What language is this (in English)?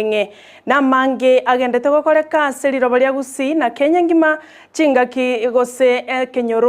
Gusii